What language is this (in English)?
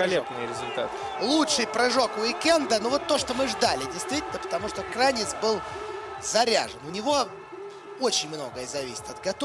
Russian